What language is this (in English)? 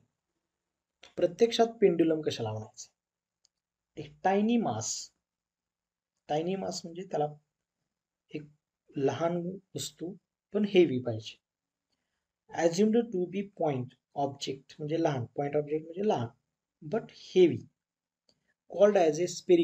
Marathi